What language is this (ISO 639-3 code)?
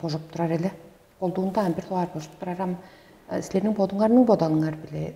tyv